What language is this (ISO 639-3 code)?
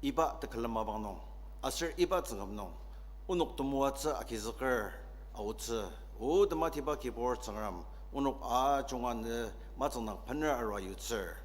njo